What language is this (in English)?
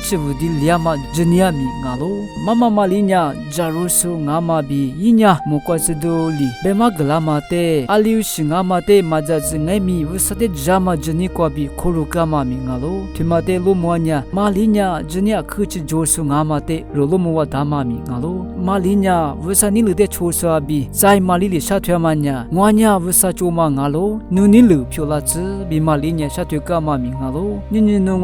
Lisu